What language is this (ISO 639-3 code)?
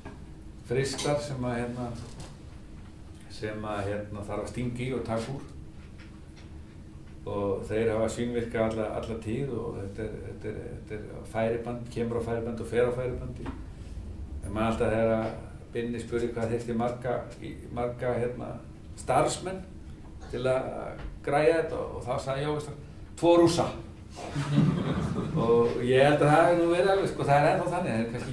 isl